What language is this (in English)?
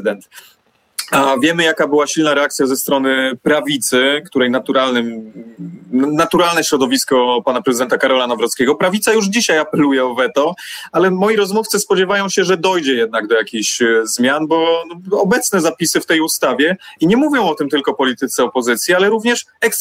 Polish